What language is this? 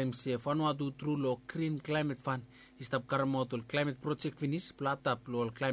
Bislama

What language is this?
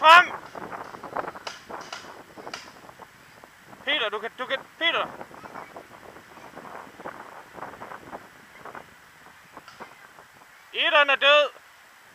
Danish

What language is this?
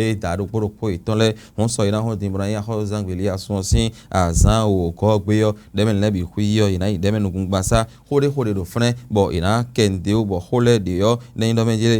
Fon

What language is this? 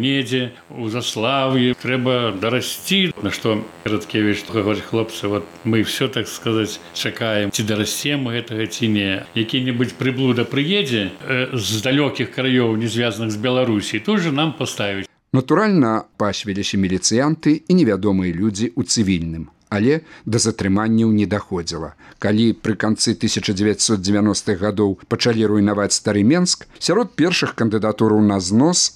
Belarusian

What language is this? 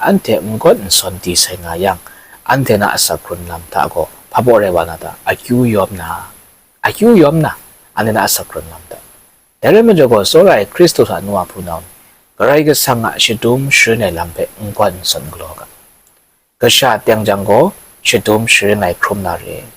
Kachin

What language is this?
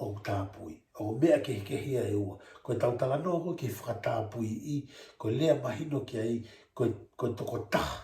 Tongan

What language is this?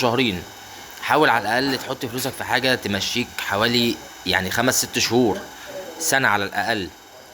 Egyptian Arabic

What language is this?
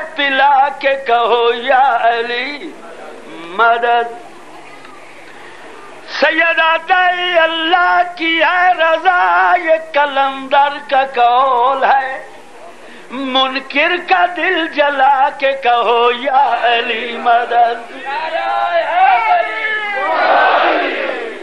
Urdu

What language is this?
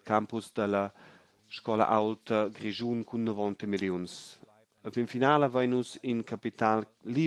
Romansh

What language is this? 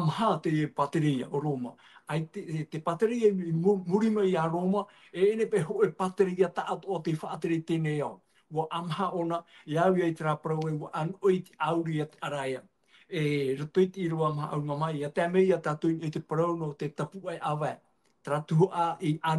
Tahitian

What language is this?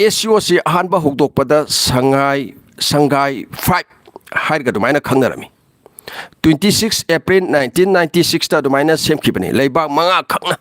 Manipuri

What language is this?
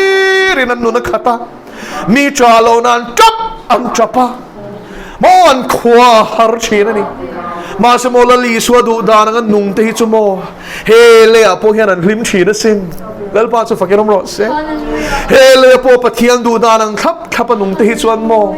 Mizo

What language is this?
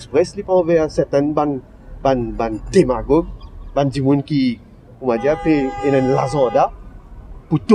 Morisyen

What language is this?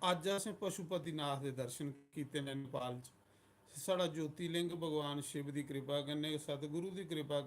Dogri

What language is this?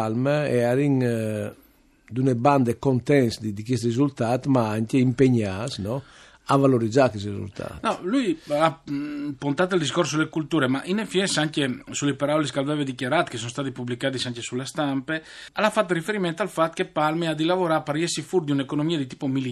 Friulian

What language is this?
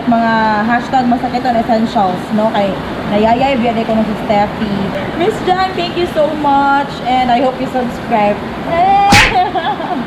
Cebuano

